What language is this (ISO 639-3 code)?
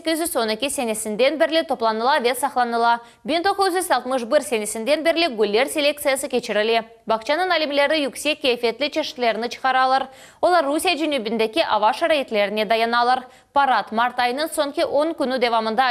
crh